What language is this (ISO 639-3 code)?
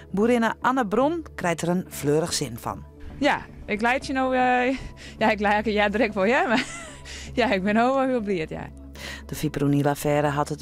fry